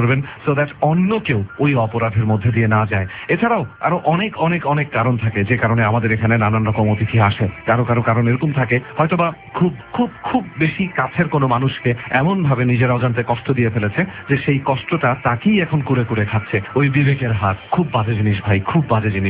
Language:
Bangla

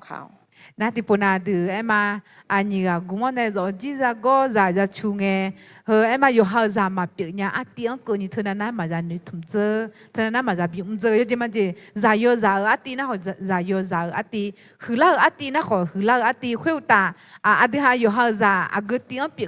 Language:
Akha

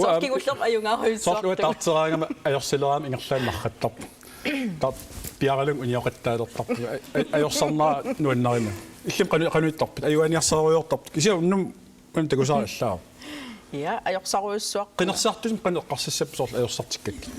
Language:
Kalaallisut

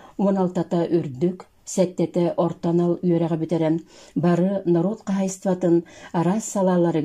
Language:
Yakut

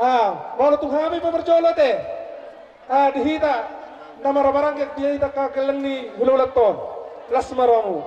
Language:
Batak Toba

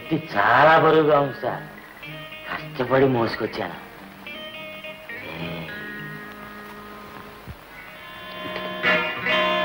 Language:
Telugu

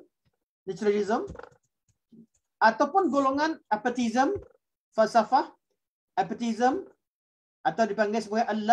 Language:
Malay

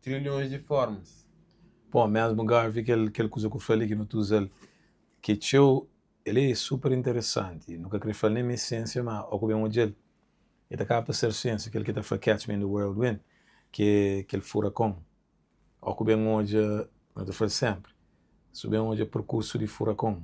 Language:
Kabuverdianu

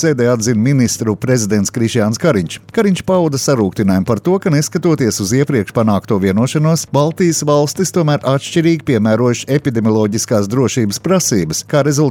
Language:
Latvian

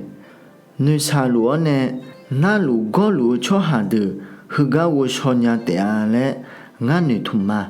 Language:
Akha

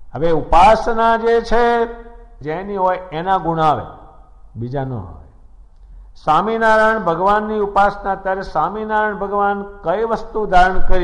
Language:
Gujarati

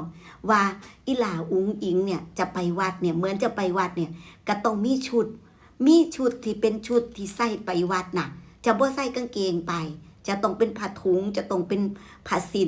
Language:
Northeastern Thai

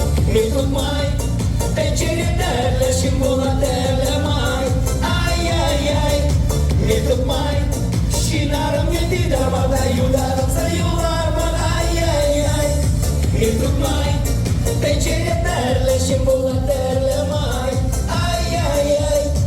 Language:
Chuvash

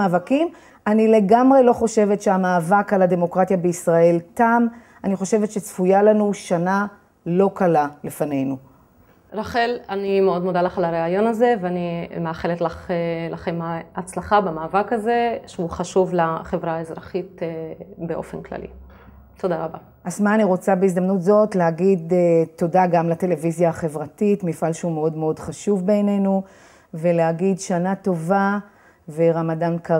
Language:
Hebrew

